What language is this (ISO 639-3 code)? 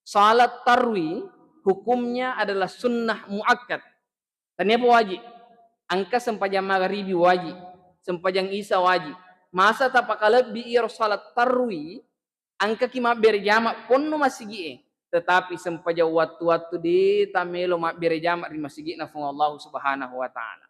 bug